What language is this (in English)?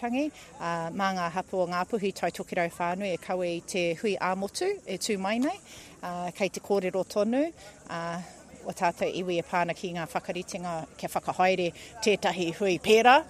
Māori